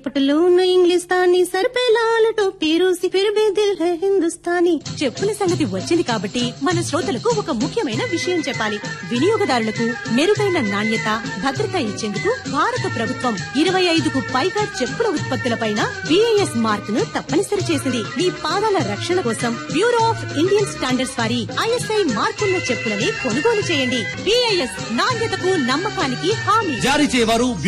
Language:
Telugu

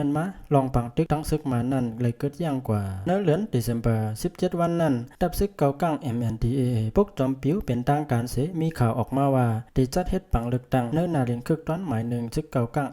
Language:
Shan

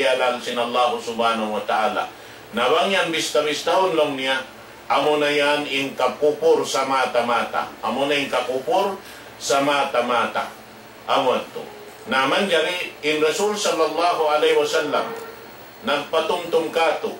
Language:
Tausug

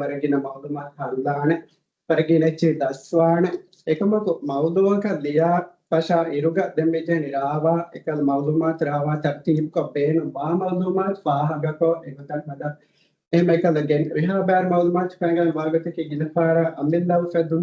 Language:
Divehi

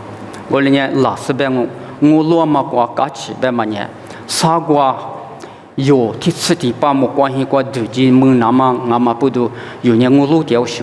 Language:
Lisu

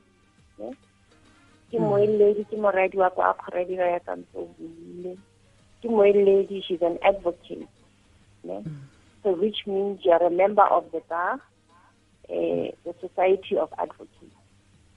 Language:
Tswana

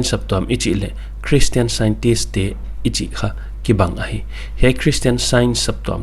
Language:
Paite Chin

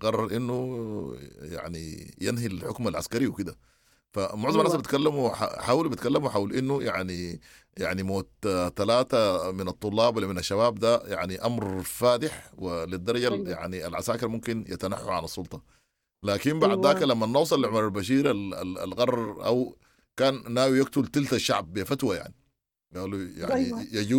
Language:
Sudanese Arabic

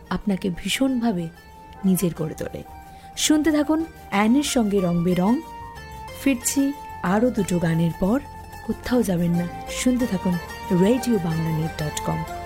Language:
Bangla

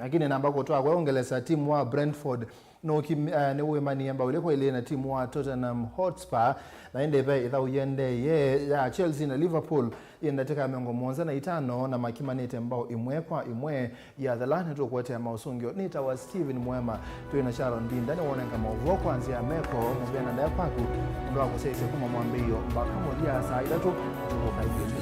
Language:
Kamba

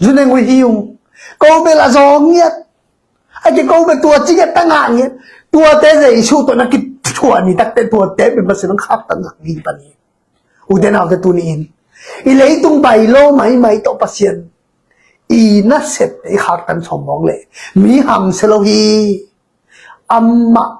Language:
Tedim Chin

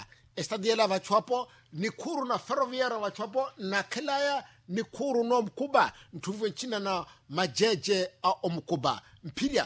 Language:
Makhuwa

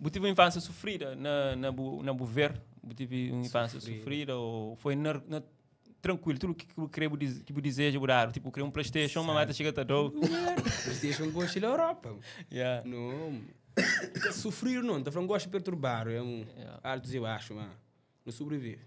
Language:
Kabuverdianu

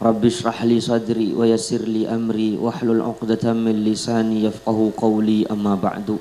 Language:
Madurese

